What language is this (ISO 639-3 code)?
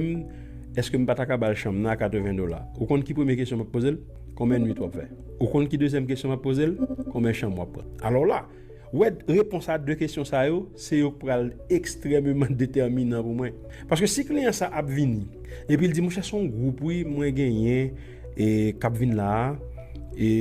hat